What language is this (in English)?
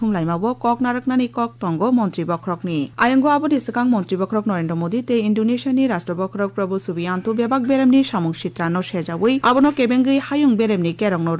Kok Borok